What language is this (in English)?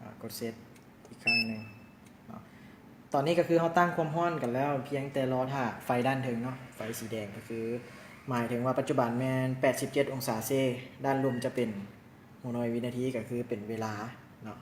Lao